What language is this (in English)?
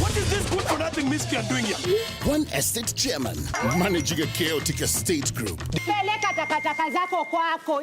Meru